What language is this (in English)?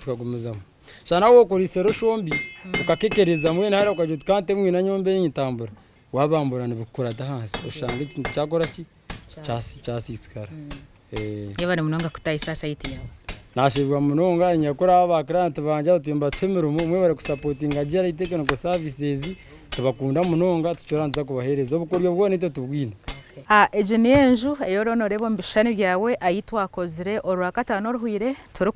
Nyankole